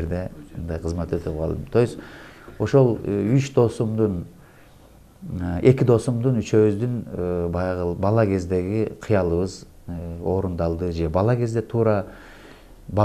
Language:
Kyrgyz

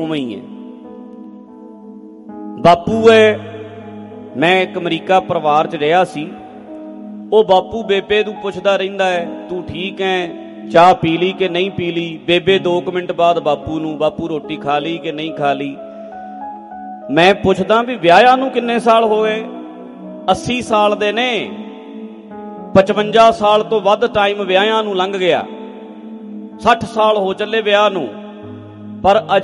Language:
Punjabi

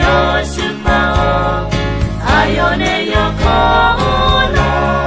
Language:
Akha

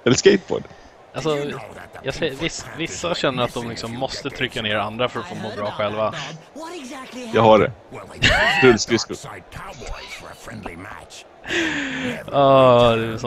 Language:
Swedish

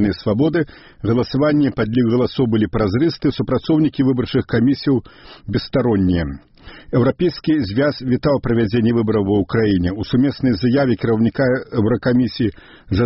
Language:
Belarusian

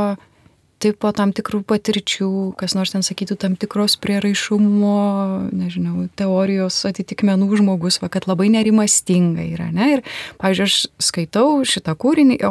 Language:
Lithuanian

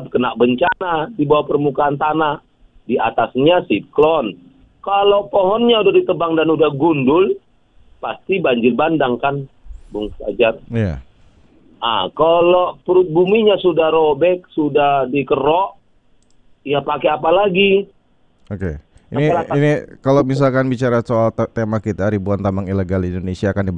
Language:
Indonesian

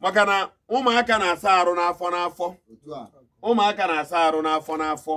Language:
Igbo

